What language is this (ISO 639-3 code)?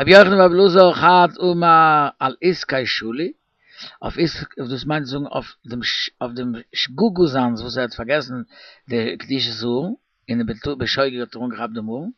yid